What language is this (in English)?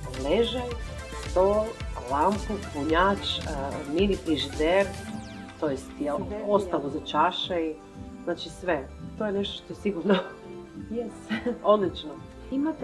Croatian